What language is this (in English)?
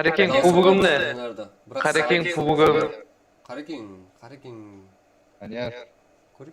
Kara-Kalpak